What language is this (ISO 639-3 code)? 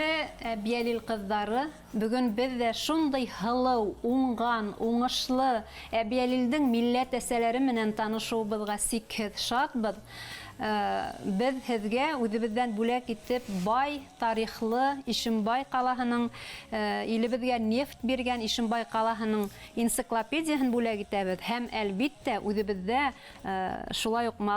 bak